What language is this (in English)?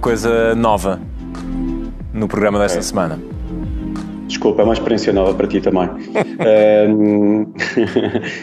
Portuguese